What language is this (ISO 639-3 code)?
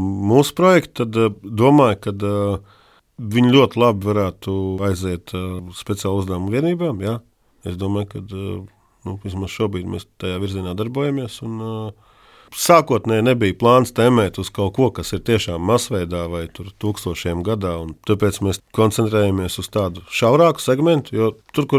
lav